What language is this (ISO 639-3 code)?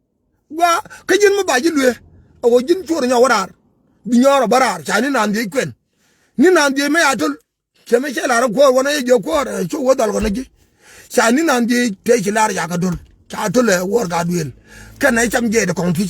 nus